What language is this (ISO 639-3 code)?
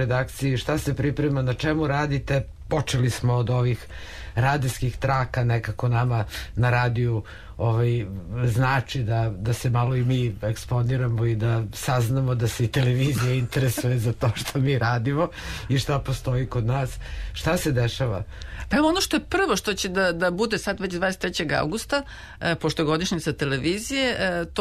srp